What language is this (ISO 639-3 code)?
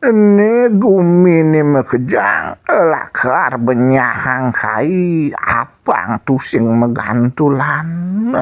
ban